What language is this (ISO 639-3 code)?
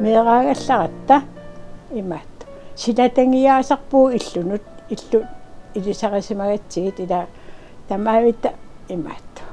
kal